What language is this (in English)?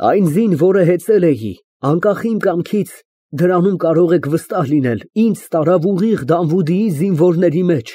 Armenian